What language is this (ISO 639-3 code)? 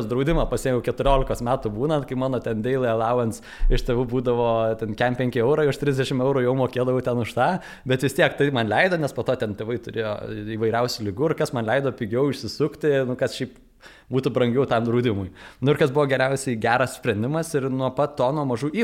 lit